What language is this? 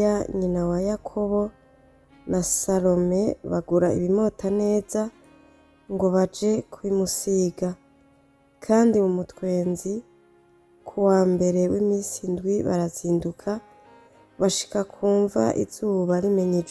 Rundi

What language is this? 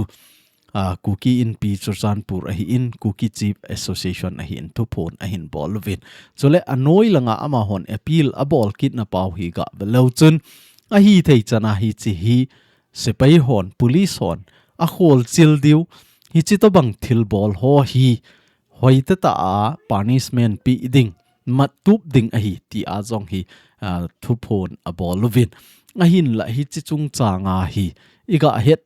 Thado Chin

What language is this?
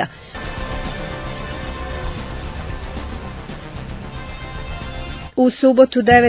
Serbian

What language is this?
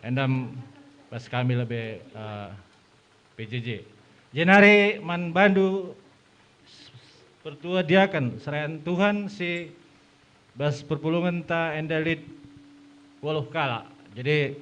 Batak Karo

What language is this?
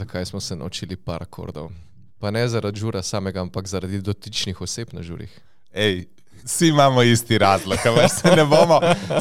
Slovenian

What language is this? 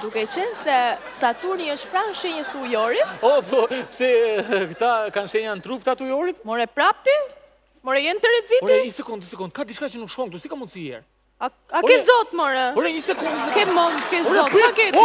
Albanian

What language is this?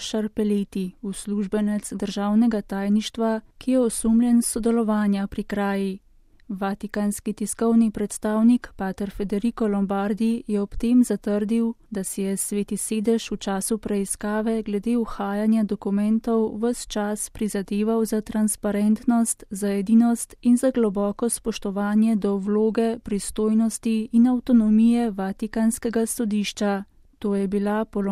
Slovenian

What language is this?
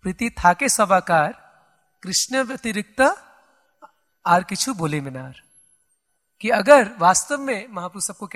Hindi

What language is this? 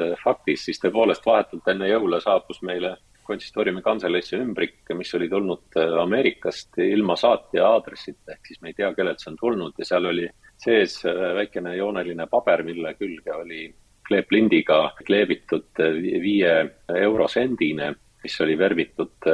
Estonian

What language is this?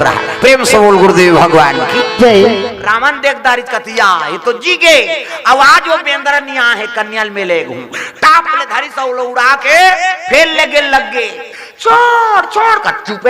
Chhattisgarhi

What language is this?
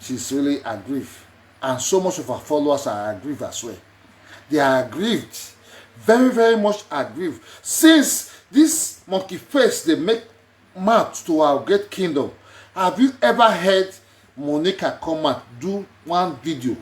Nigerian Pidgin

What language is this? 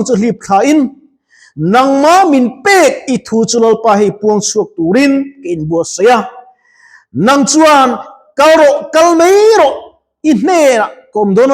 Mizo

